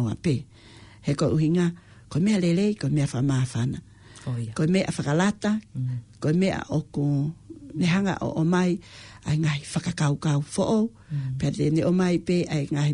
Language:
Tongan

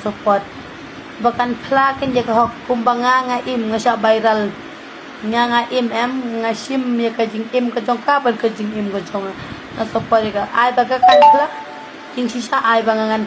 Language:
Khasi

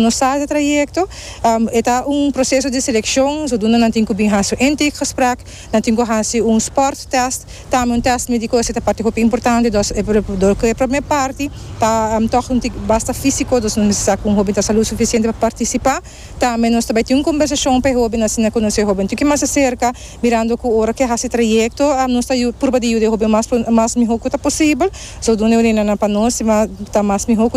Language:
Papiamento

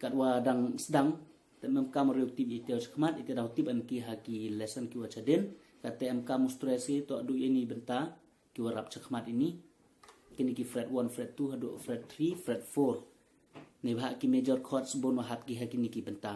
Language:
Khasi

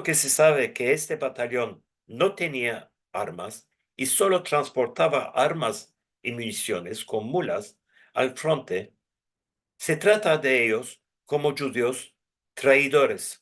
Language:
Ladino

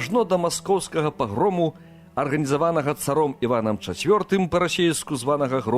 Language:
Belarusian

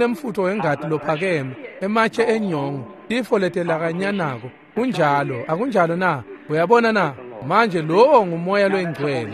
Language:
Swati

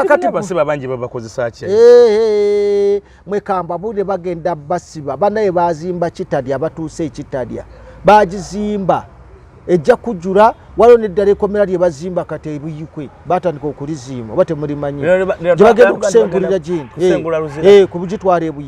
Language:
Ganda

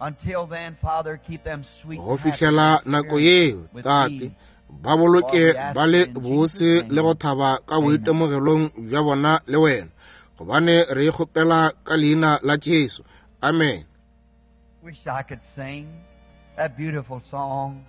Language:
Northern Sotho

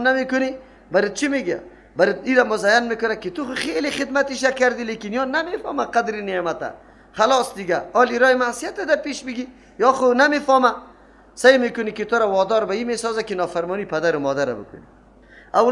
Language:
Persian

